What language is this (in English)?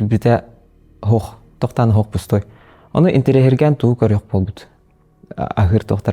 Yakut